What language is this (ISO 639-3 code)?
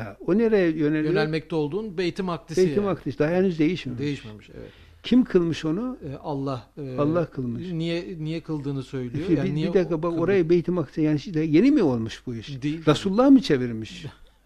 tur